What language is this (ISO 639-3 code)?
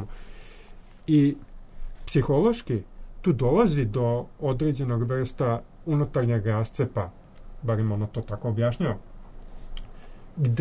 srp